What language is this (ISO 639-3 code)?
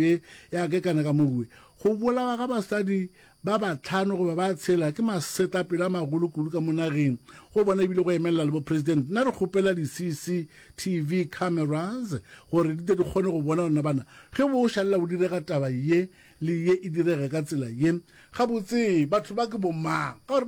nso